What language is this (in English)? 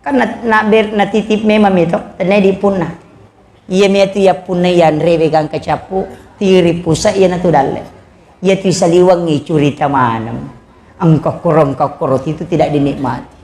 Buginese